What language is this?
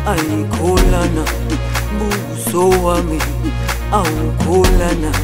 Zulu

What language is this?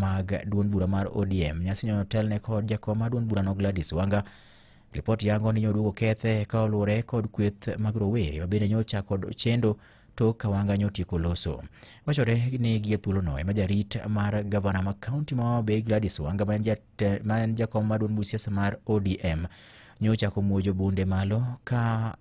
Luo (Kenya and Tanzania)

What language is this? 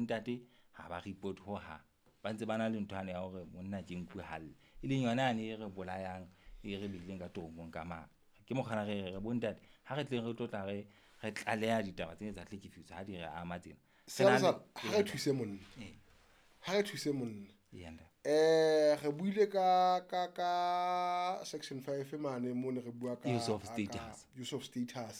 Southern Sotho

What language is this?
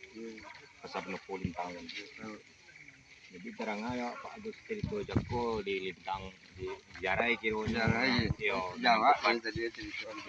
Minangkabau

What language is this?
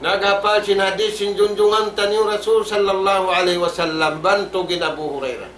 Tausug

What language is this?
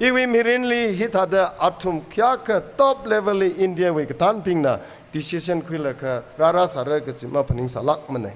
Tangkhul Naga (India)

